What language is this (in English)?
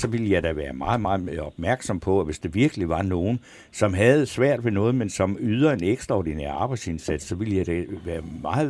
Danish